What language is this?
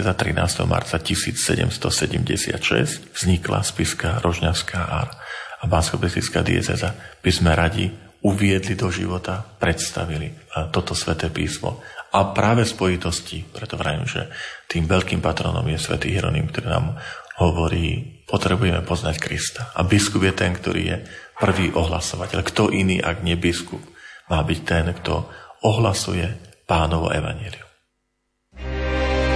Slovak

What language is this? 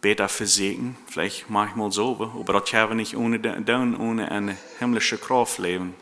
Plautdietsch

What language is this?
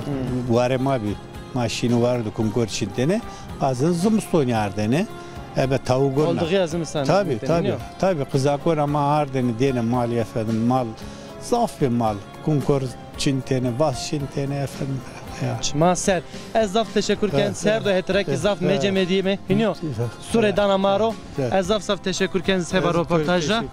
Zaza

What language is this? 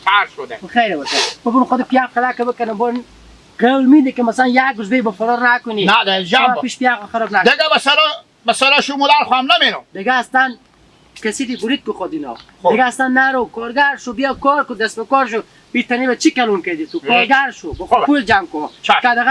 Hazaragi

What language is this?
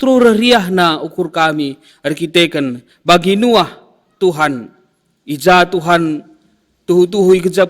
Batak Karo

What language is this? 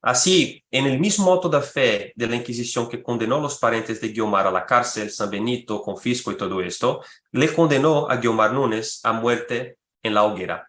Ladino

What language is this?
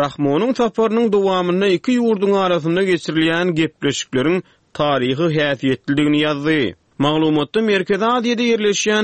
Turkmen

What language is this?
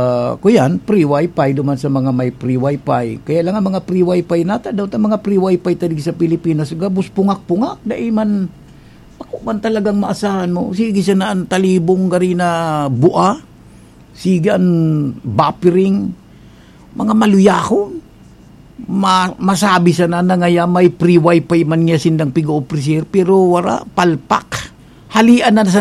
Bikol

